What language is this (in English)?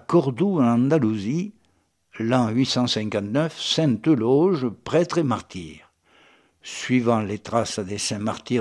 French